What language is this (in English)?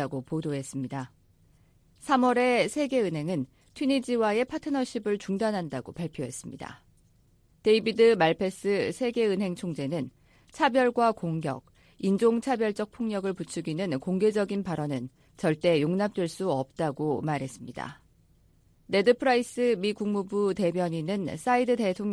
Korean